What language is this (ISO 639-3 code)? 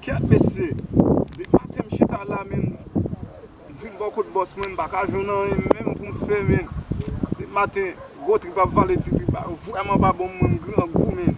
hat